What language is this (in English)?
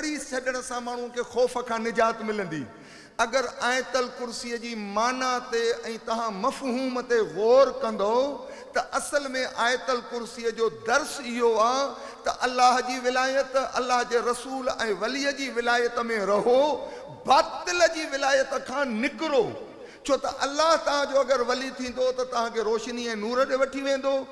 Sindhi